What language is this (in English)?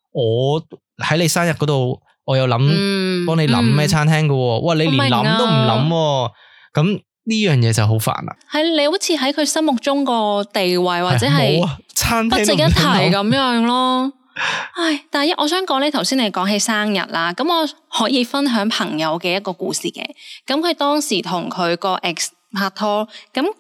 Cantonese